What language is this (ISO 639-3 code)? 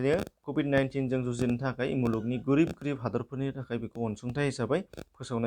brx